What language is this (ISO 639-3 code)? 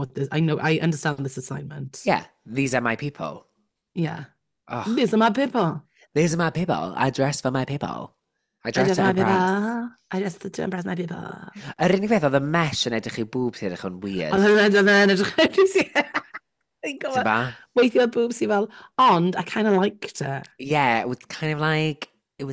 cym